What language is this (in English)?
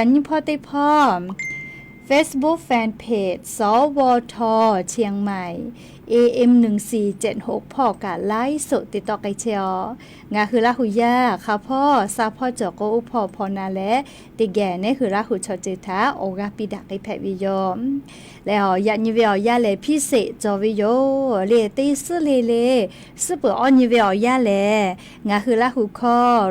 Lahu